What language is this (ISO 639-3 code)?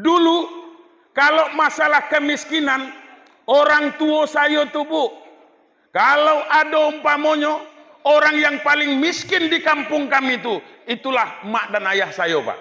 min